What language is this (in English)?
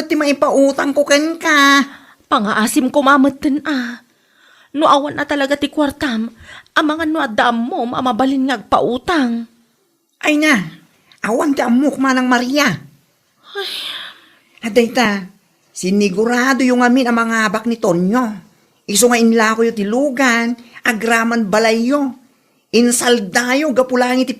Iloko